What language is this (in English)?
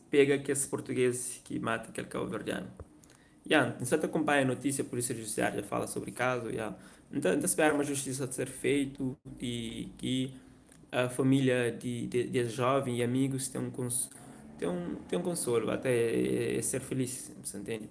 Kabuverdianu